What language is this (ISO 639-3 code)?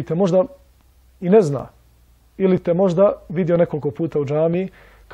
bos